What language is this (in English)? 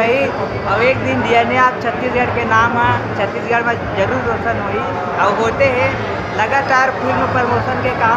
Chhattisgarhi